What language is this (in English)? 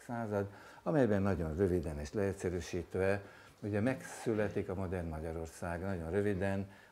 Hungarian